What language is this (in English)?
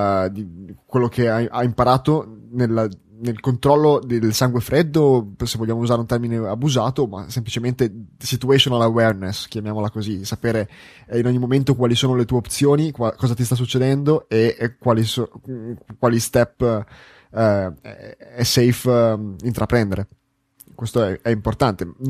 Italian